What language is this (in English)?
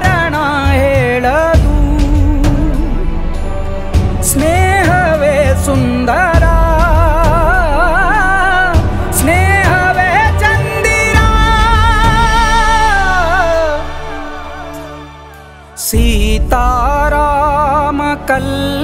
Kannada